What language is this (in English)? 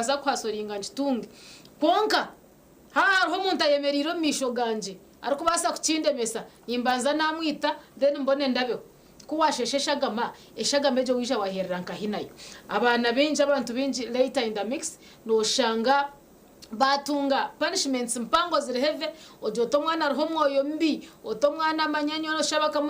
Nyankole